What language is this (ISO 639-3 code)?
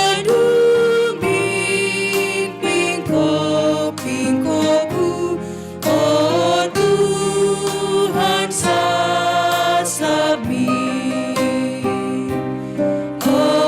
btx